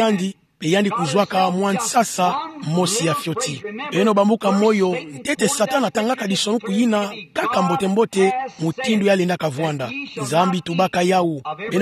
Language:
Kituba (Democratic Republic of Congo)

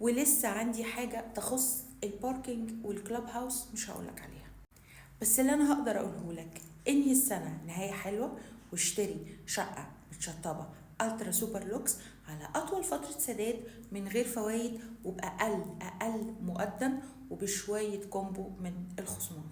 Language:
Egyptian Arabic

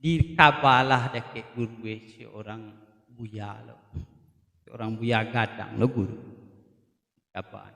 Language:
Minangkabau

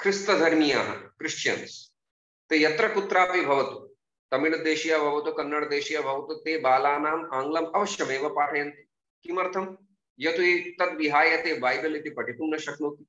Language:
Sanskrit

